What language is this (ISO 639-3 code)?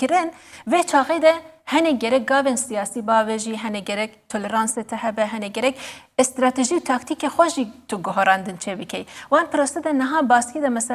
kur